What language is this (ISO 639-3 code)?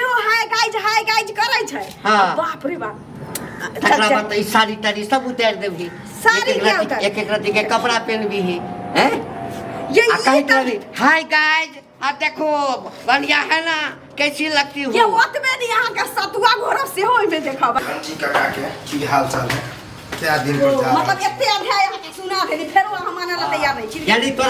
mai